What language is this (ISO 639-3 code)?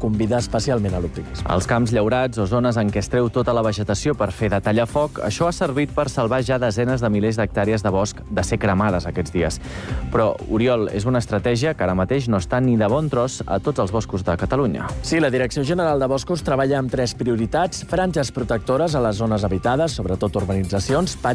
cat